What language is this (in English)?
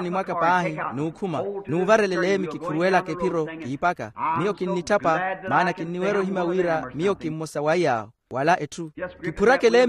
Makhuwa